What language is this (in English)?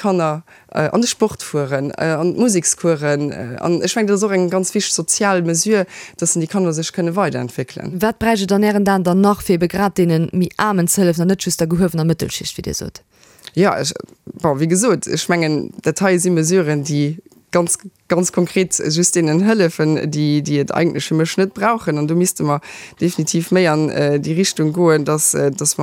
Luxembourgish